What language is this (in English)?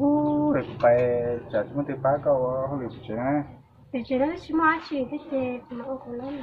Hmong